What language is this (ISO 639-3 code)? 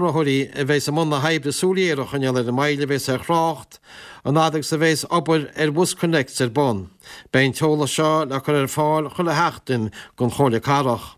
gle